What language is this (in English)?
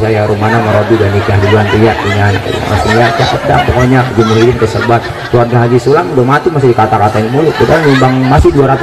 Betawi